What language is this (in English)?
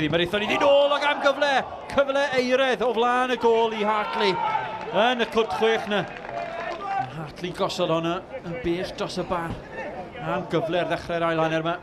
Welsh